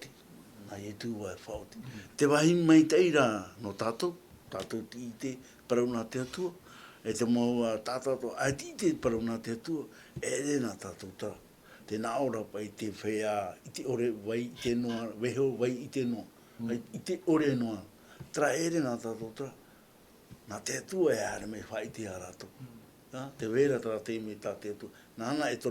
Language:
Tahitian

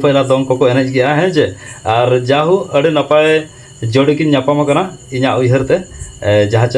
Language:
Santali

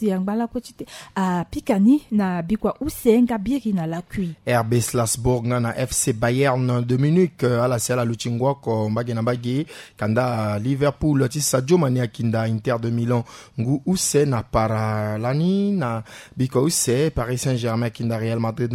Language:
Sango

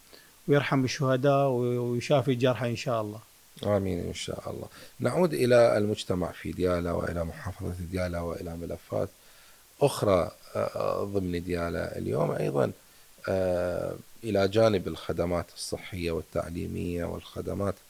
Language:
Mesopotamian Arabic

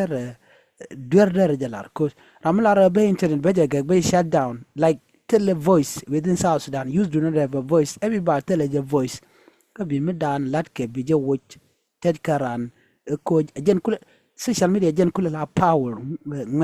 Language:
Nuer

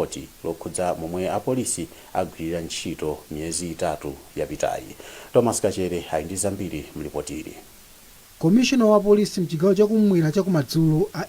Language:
Nyanja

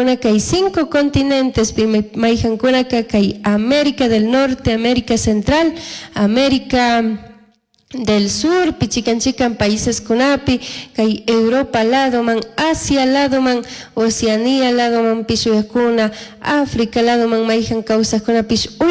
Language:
Chimborazo Highland Quichua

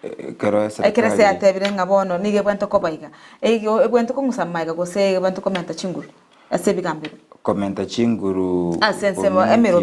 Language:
Gusii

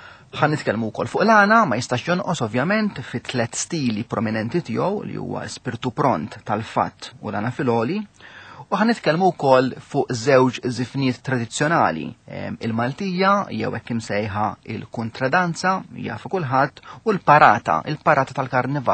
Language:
Maltese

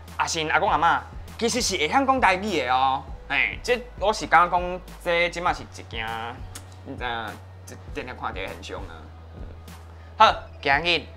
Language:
Min Nan Chinese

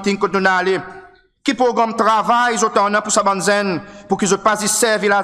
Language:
Seselwa Creole French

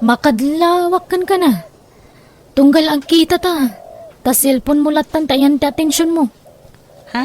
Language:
Iloko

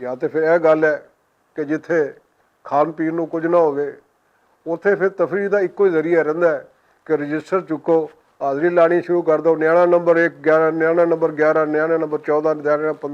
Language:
Western Panjabi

